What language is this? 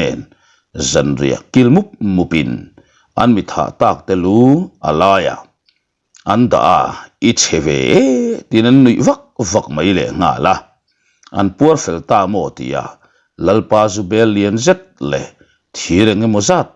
Mizo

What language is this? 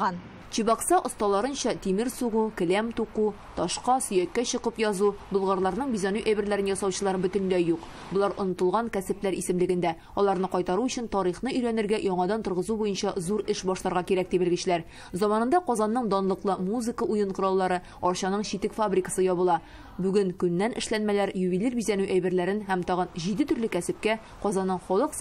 Tatar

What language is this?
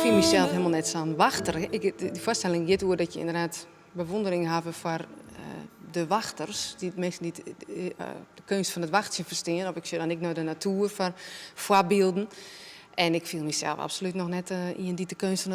Western Frisian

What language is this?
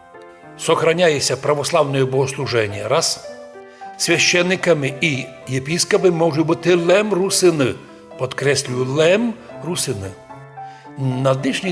Rusyn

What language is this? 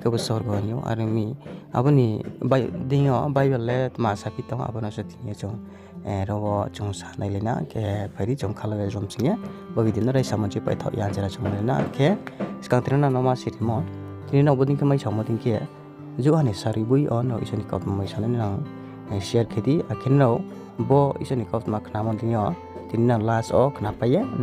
Riang (India)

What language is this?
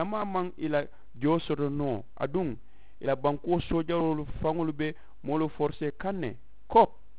Mandingo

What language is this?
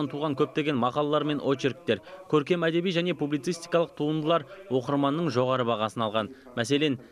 Kazakh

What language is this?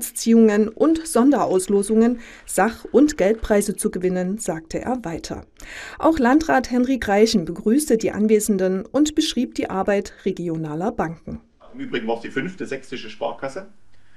German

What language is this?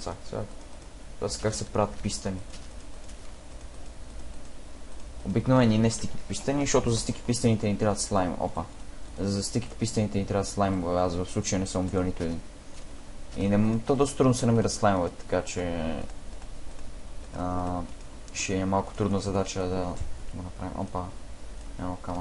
Bulgarian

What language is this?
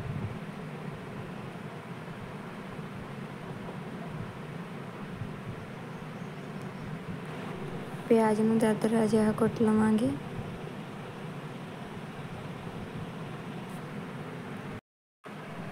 Punjabi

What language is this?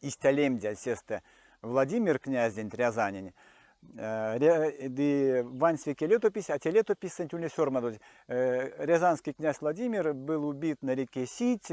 Erzya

